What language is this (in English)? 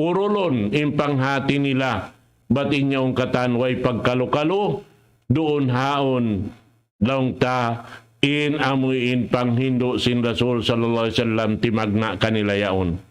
Tausug